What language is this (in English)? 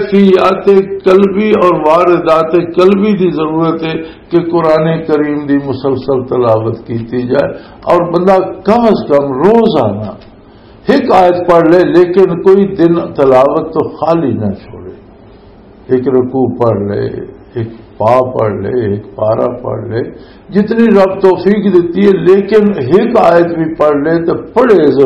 Western Panjabi